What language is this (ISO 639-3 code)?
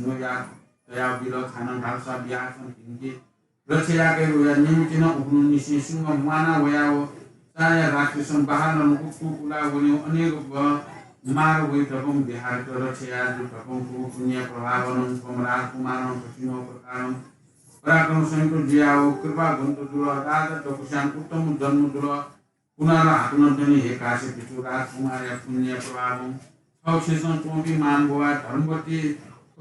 new